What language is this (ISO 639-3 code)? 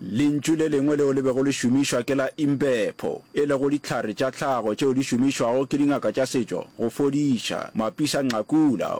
nso